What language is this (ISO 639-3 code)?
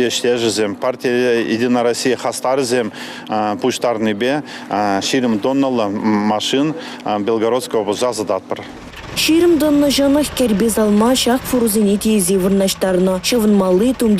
chv